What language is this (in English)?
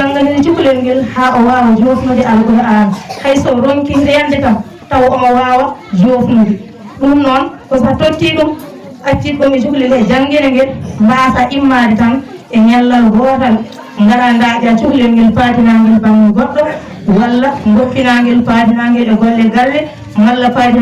Fula